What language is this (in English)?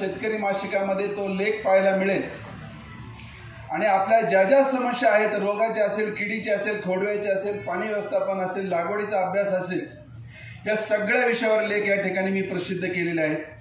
Marathi